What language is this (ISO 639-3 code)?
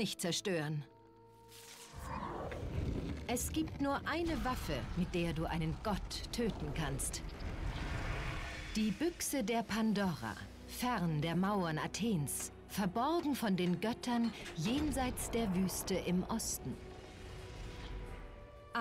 deu